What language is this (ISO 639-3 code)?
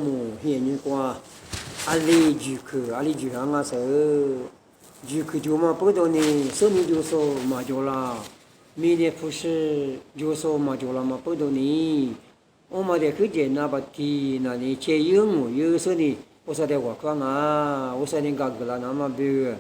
lis